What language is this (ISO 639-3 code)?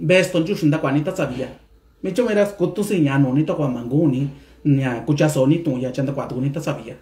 mix